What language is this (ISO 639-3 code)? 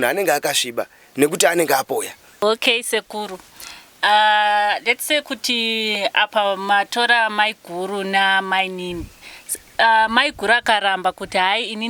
sna